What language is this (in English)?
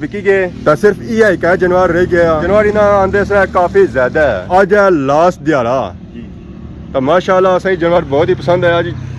Pahari-Potwari